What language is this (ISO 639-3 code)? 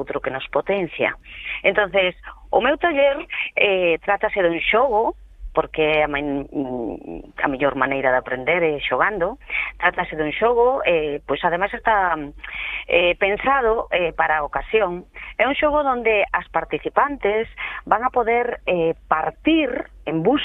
glg